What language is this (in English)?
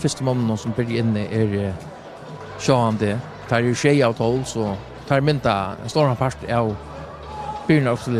Faroese